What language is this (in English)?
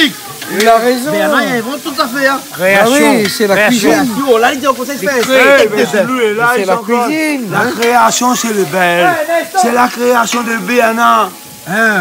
Réunion Creole French